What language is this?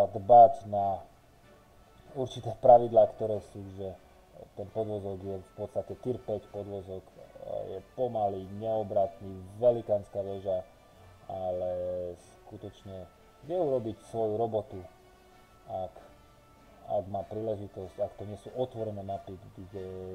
Slovak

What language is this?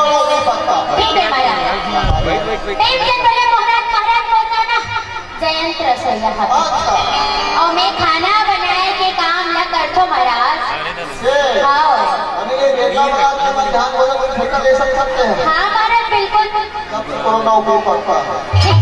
Chhattisgarhi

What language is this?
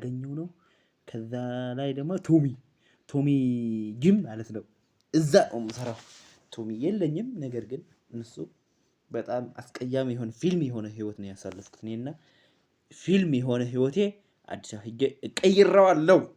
Amharic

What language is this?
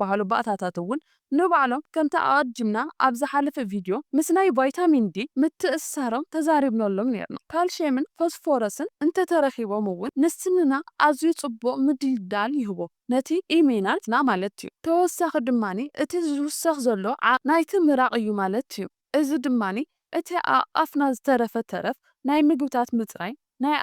Tigrinya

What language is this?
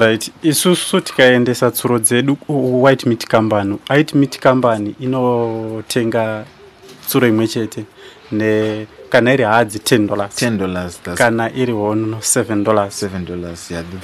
Shona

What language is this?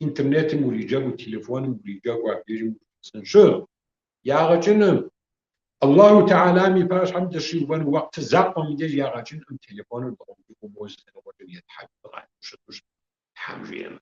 Kabardian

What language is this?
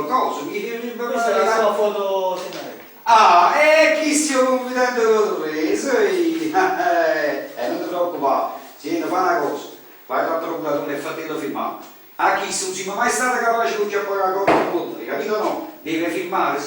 Neapolitan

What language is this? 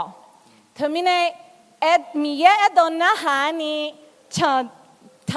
Akha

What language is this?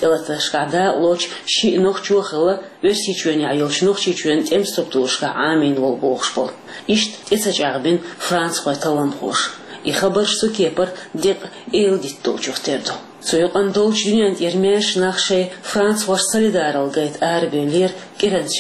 Chechen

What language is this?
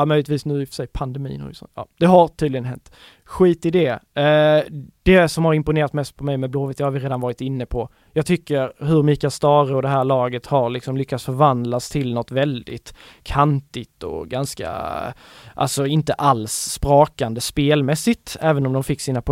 Swedish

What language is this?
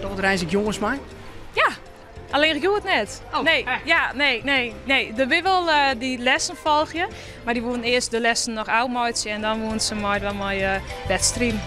Western Frisian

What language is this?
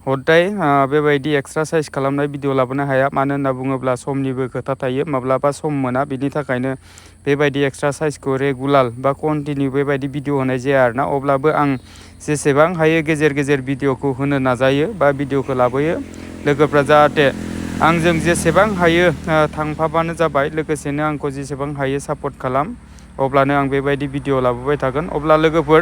Bodo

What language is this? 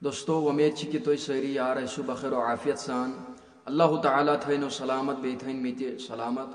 Kashmiri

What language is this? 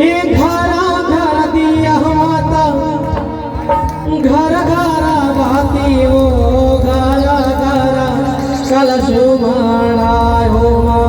Chhattisgarhi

